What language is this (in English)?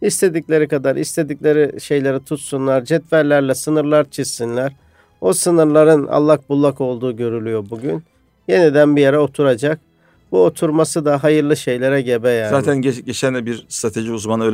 Turkish